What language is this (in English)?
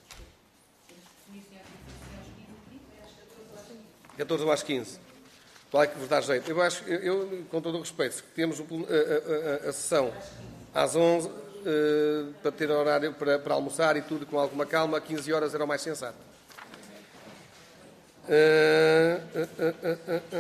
Portuguese